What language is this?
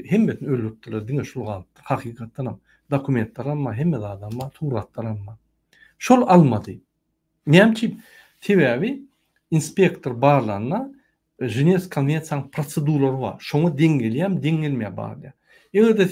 Turkmen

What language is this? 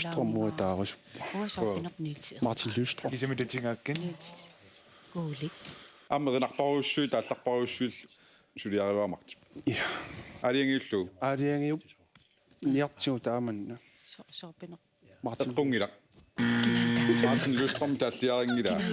Kalaallisut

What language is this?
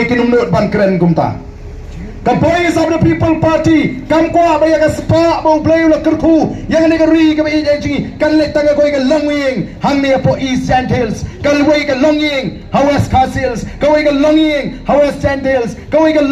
Khasi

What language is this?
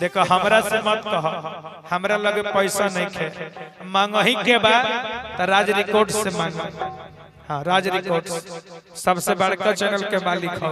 Magahi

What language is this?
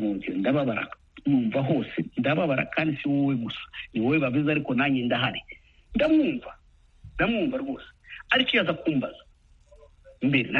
Kinyarwanda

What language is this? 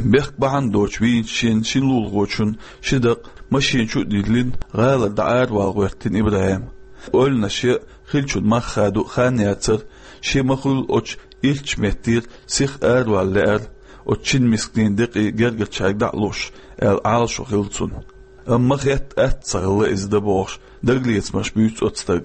Chechen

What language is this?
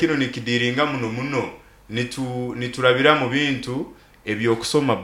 Nyoro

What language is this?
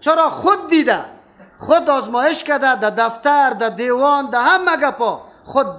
Persian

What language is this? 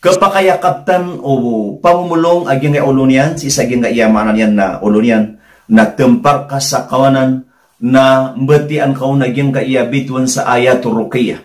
Maranao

